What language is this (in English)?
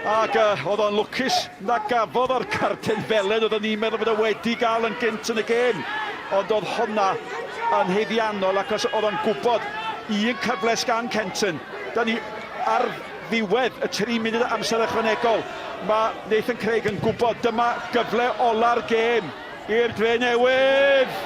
Welsh